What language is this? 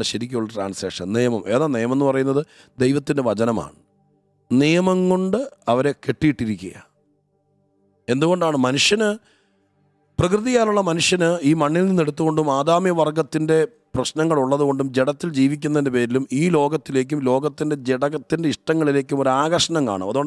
Malayalam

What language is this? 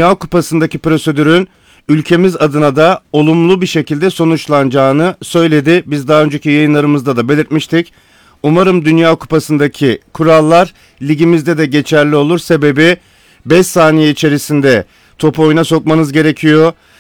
Turkish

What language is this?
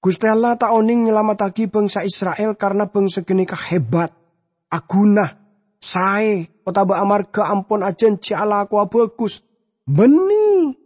Madurese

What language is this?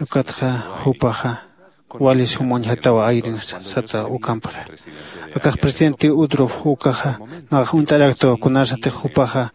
Aymara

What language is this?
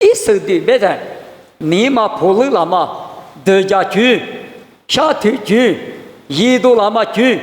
Lisu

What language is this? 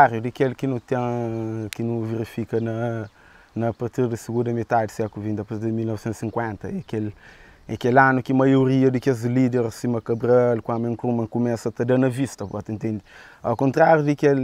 Kabuverdianu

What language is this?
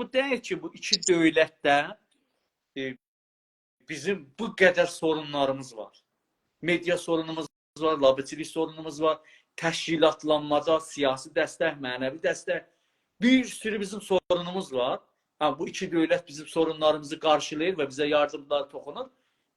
South Azerbaijani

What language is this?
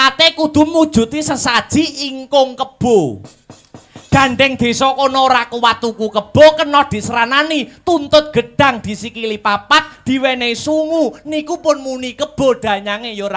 Javanese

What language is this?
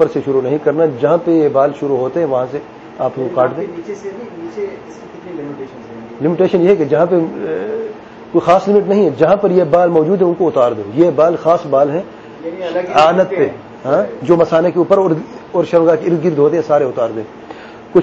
Urdu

